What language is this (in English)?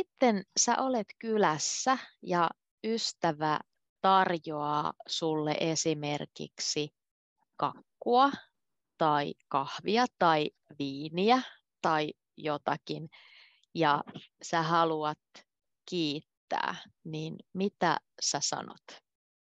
Finnish